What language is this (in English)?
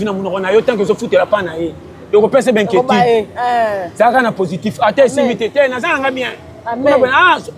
Lingala